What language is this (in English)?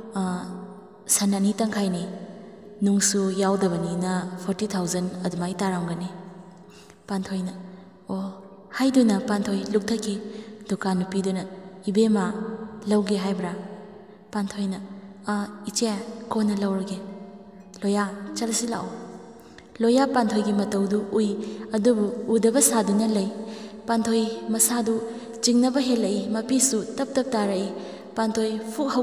Manipuri